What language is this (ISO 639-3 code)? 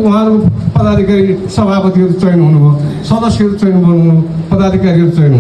nep